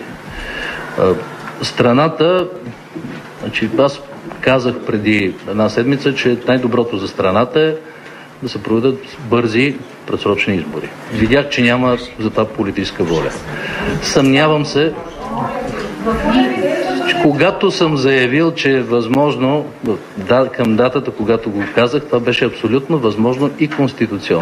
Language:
Bulgarian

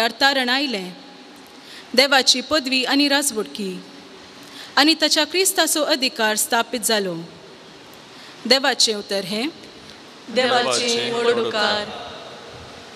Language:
Konkani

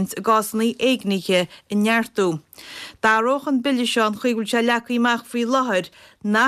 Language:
Irish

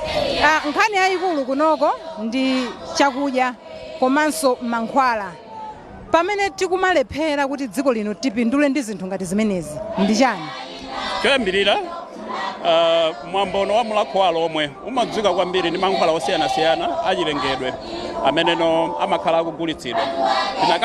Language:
Nyanja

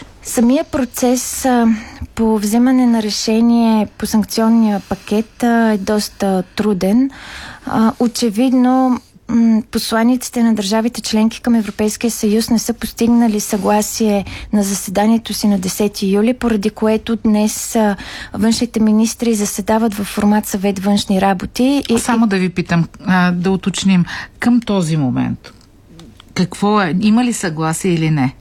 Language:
Bulgarian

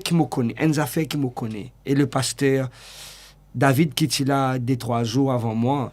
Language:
Morisyen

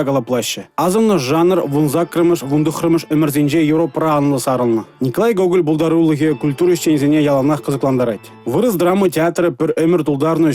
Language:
Chuvash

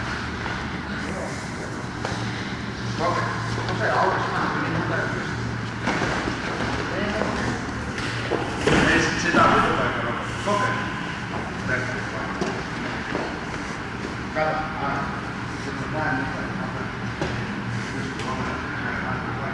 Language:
Finnish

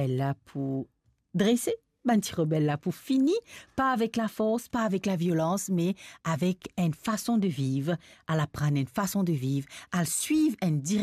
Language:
Morisyen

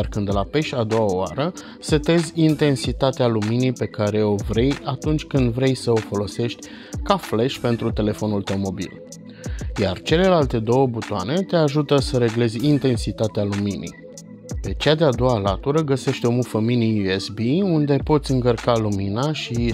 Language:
Romanian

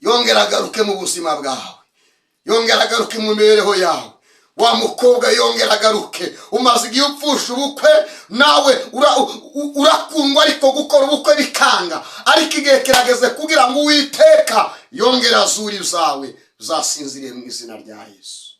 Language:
Kinyarwanda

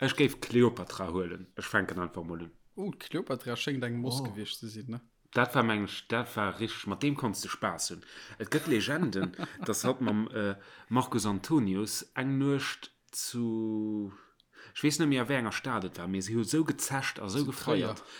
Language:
Luxembourgish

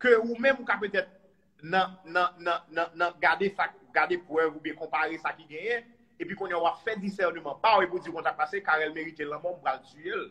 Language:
Haitian Creole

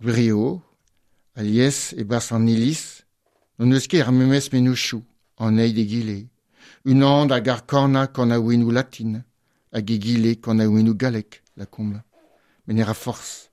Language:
Breton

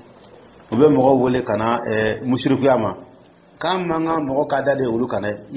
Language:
Dyula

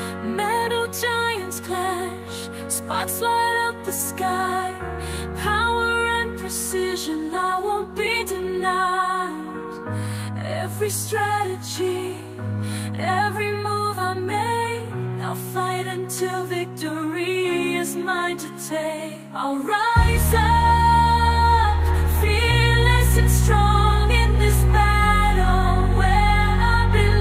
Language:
English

